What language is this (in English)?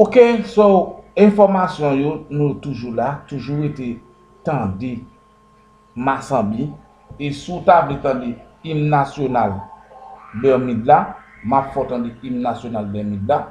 Haitian Creole